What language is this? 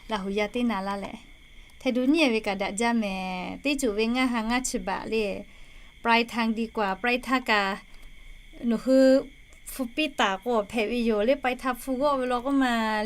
Lahu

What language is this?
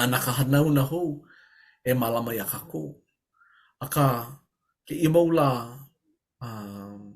Hawaiian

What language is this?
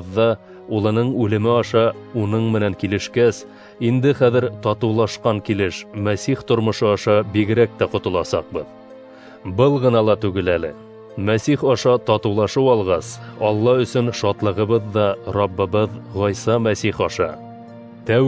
Bashkir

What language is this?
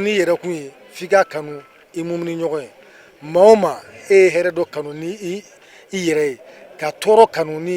Bambara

